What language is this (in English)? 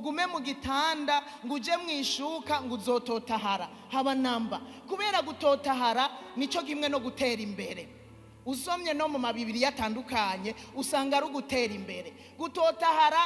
Rundi